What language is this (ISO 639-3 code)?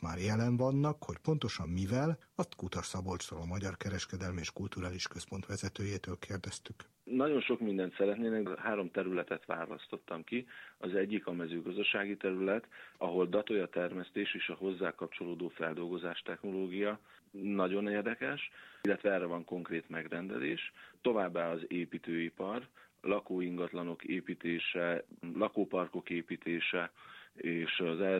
hun